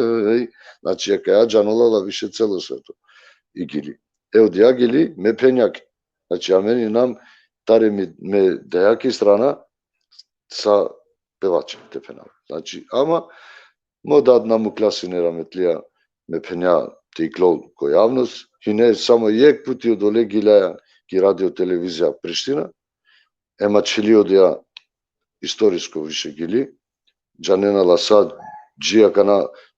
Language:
Balkan Romani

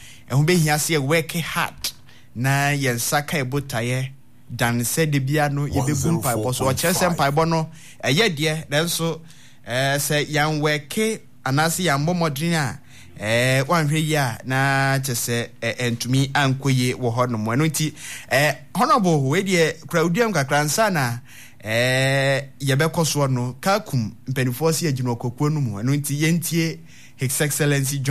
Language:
Akan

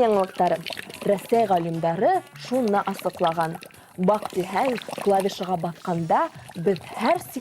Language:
Bashkir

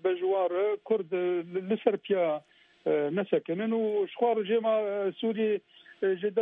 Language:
Kurdish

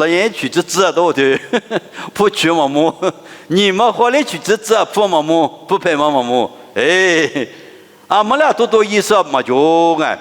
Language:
Lisu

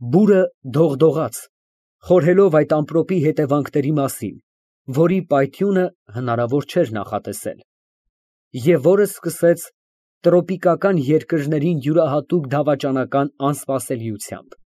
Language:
Armenian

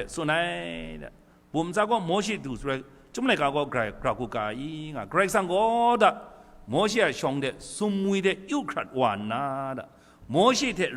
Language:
Kachin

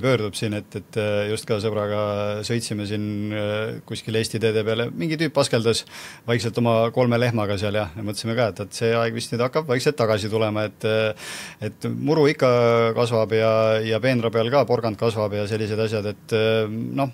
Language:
Estonian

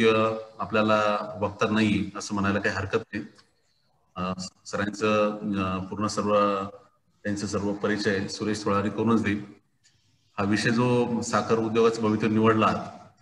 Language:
Marathi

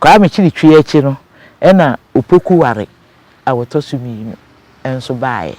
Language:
Akan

